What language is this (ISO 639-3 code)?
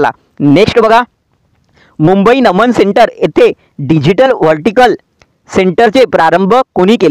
mar